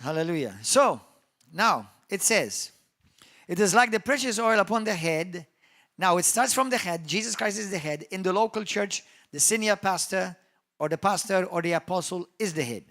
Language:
English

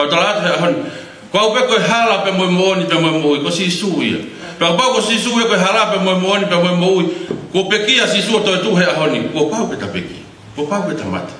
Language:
Tongan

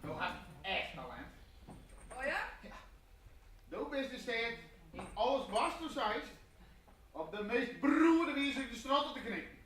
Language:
Western Frisian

